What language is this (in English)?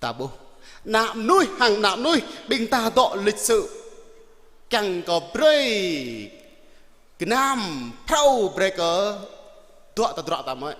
Jarai